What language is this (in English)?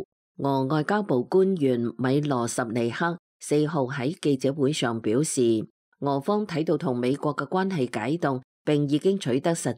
Cantonese